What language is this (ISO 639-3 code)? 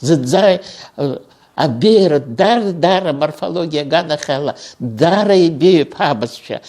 abk